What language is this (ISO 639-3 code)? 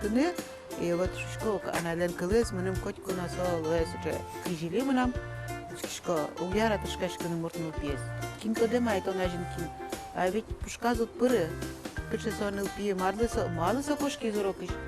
udm